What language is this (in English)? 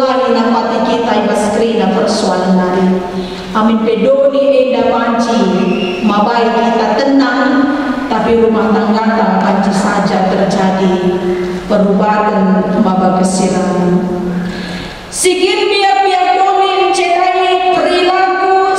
Batak Karo